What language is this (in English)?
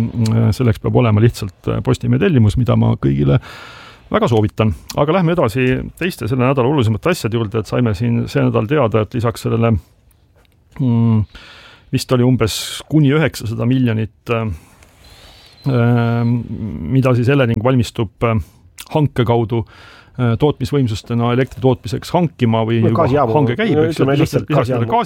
Estonian